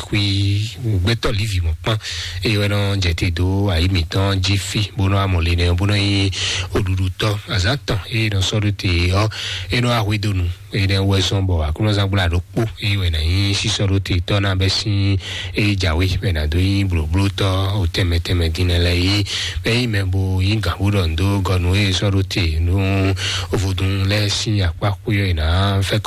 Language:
Fon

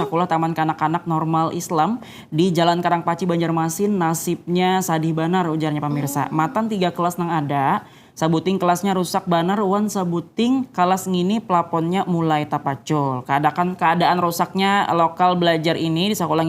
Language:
Banjar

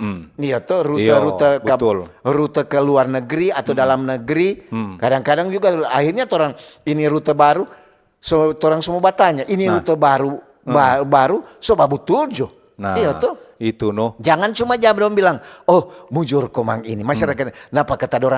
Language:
Manado Malay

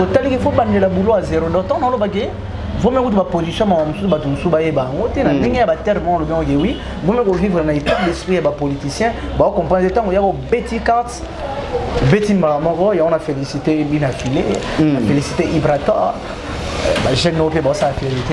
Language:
Lingala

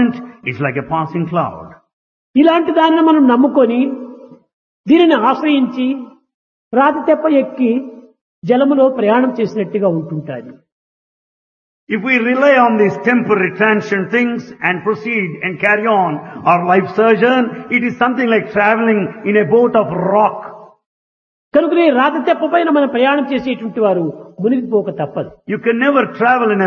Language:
Telugu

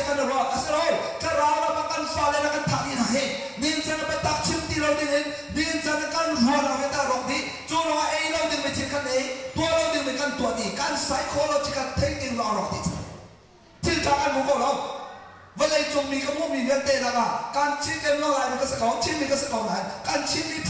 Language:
Hakha Chin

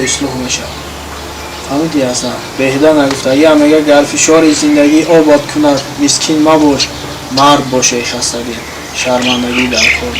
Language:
Tajik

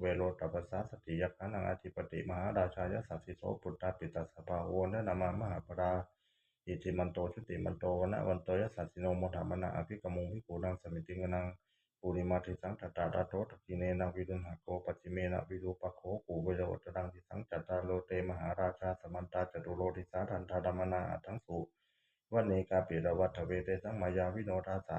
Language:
Pali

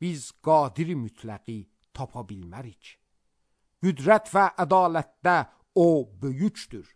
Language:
Azerbaijani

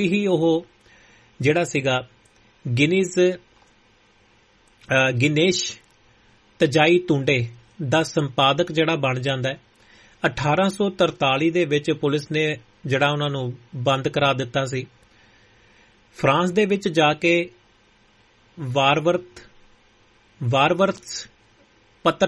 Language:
Punjabi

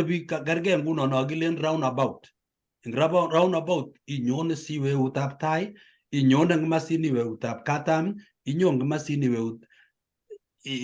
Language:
Kalenjin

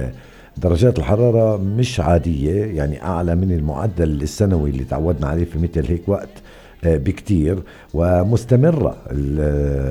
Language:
North Levantine Arabic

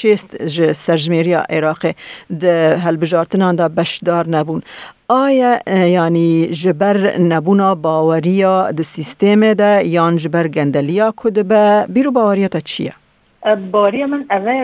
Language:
Kurdish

